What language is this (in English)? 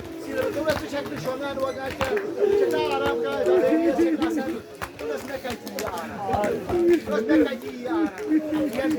Kashmiri